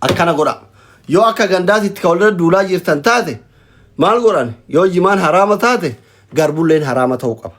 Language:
Oromo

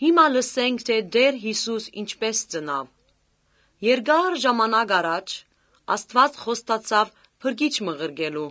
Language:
Armenian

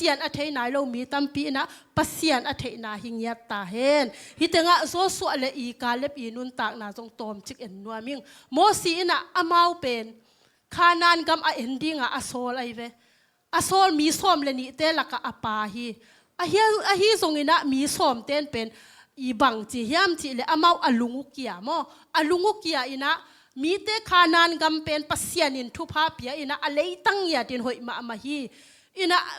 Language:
Tedim Chin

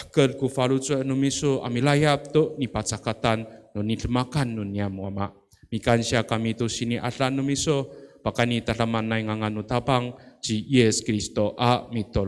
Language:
Amis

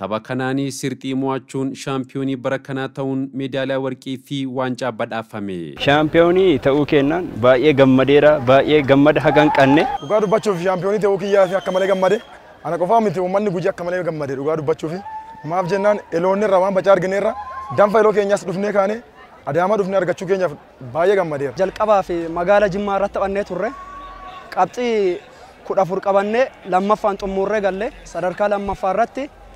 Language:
Oromo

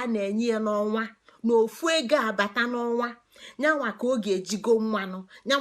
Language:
Igbo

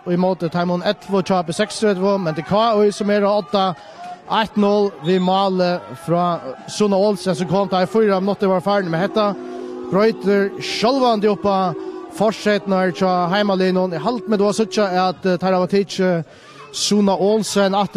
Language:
Faroese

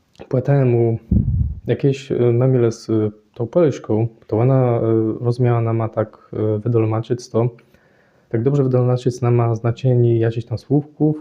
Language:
Kashubian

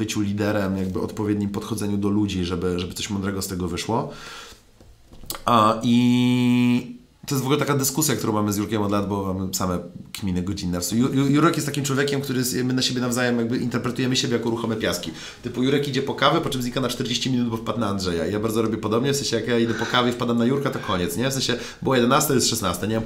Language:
Polish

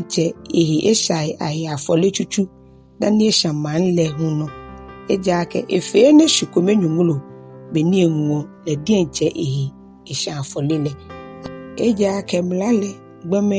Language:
Ga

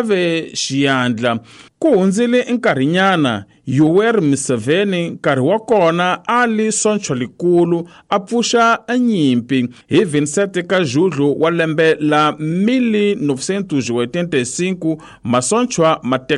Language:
Tsonga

